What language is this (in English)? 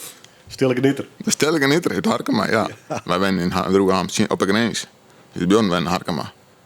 Western Frisian